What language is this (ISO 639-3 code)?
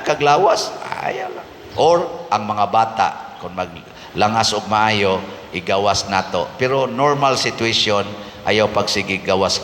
ceb